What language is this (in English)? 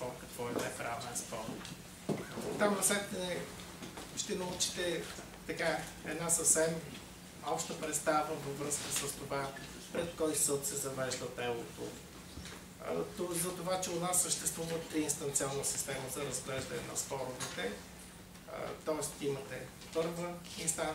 Bulgarian